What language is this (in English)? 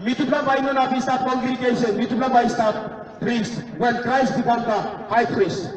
Tok Pisin